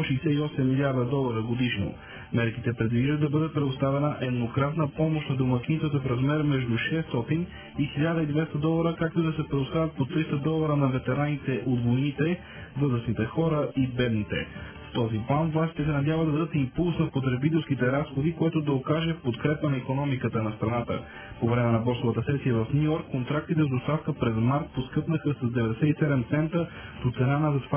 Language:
Bulgarian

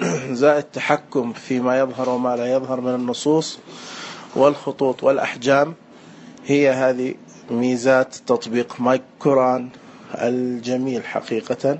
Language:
Najdi Arabic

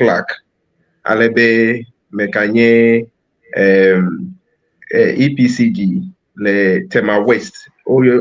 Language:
Ewe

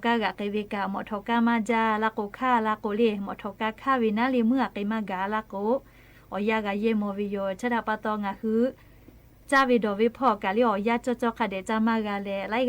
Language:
Lahu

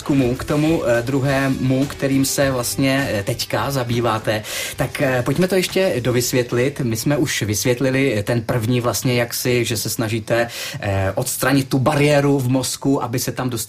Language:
Czech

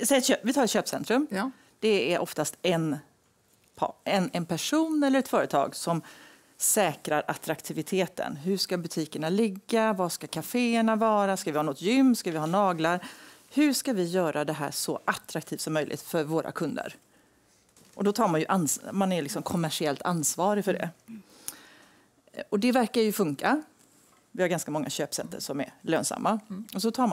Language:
Swedish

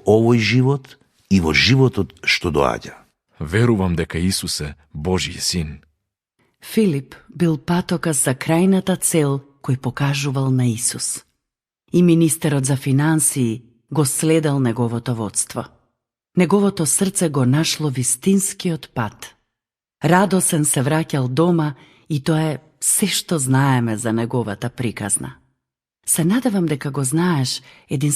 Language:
Macedonian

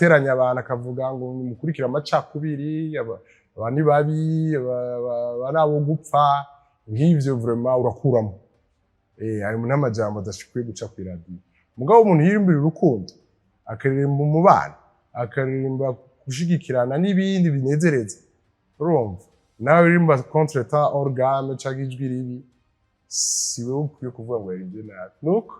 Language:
Rundi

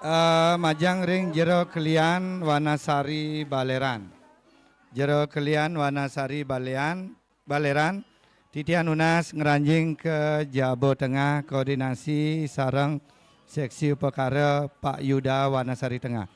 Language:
Balinese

